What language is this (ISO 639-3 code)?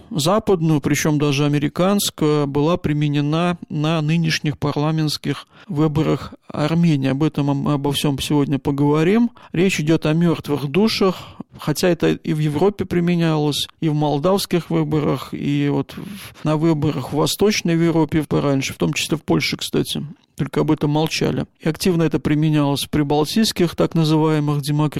rus